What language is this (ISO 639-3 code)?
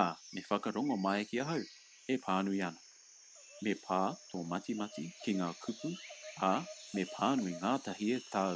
mri